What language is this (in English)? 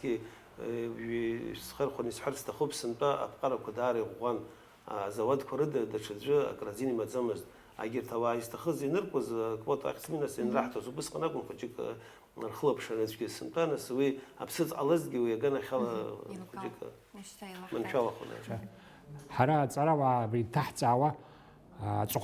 Abkhazian